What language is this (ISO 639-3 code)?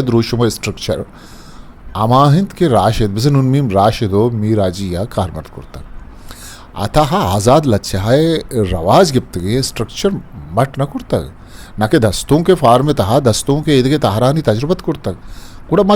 bgp